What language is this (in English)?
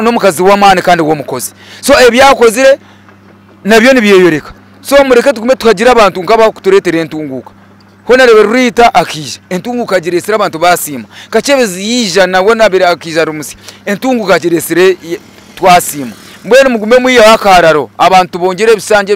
Nyankole